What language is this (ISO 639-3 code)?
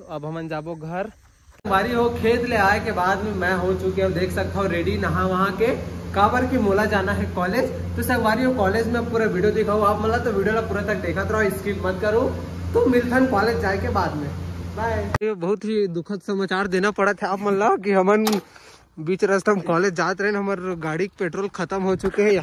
hne